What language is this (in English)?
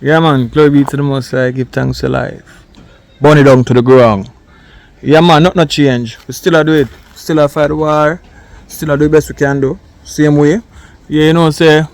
Jamaican Creole English